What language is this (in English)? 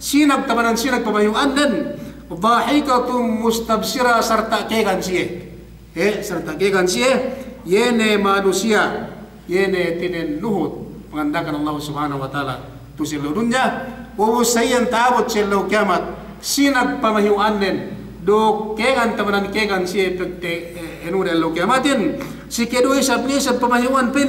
Yakan